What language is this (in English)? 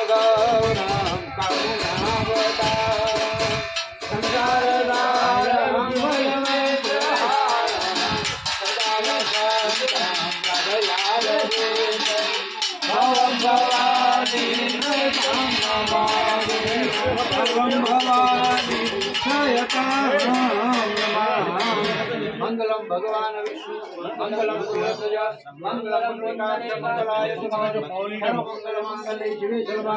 Gujarati